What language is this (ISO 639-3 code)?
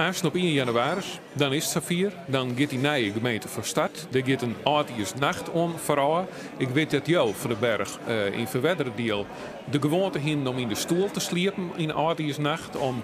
fry